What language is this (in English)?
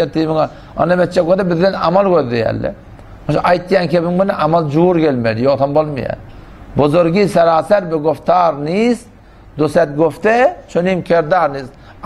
Turkmen